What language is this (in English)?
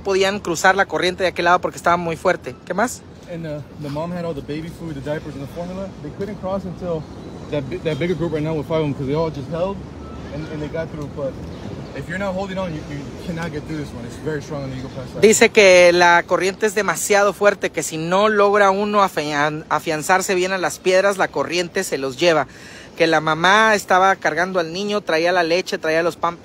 Spanish